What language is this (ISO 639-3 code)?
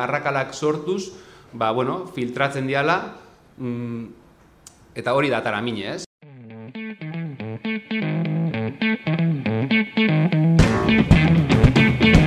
eus